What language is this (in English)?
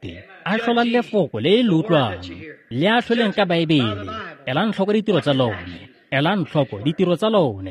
Tswana